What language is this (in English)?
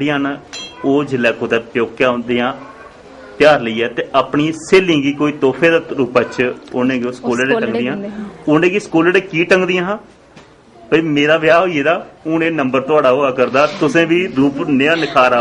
Dogri